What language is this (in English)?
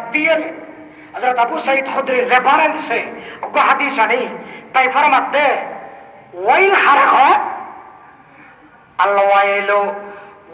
Bangla